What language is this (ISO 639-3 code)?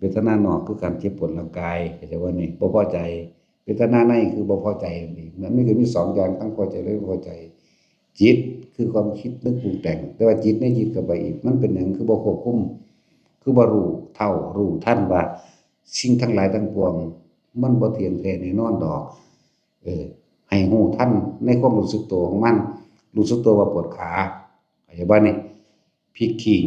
tts